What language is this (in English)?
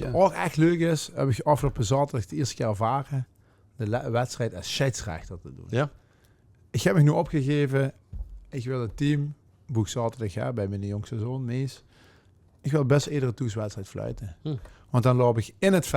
Limburgish